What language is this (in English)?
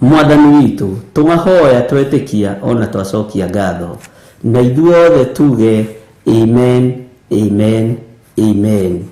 Kikuyu